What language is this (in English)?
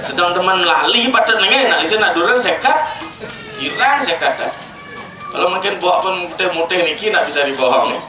Balinese